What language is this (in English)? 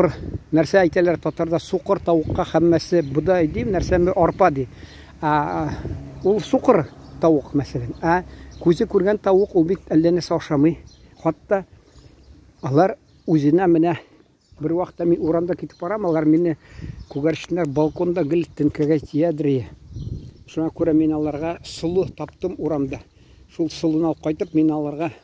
Tatar